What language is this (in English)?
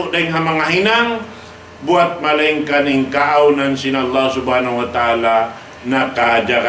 Tausug